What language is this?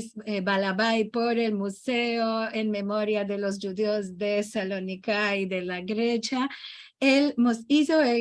Ladino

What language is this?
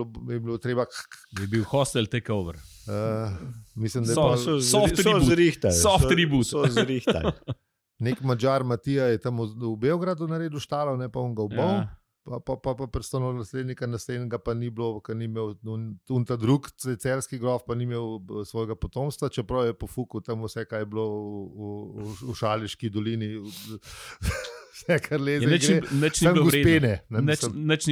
Slovenian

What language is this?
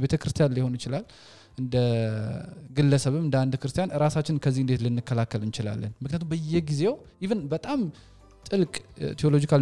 Amharic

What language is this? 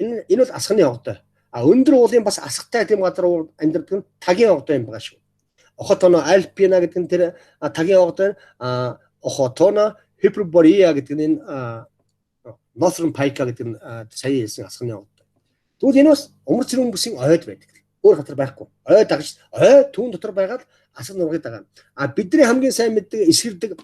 Mongolian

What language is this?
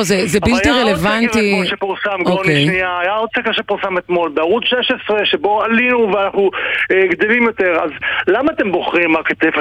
Hebrew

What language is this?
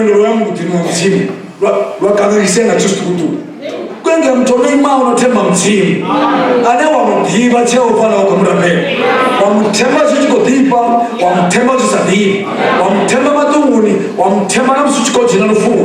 Venda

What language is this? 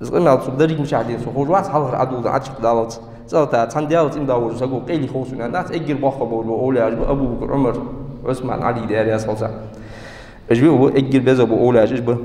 Ingush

